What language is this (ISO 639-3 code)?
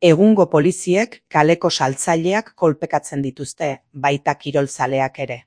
eus